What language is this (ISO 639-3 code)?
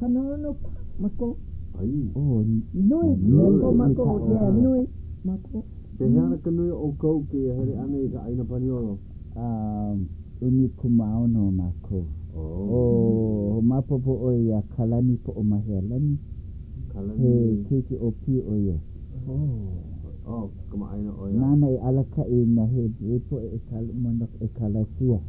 haw